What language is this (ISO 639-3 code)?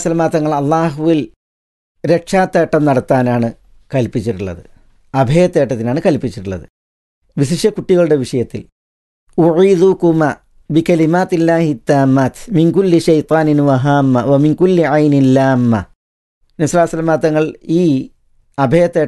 mal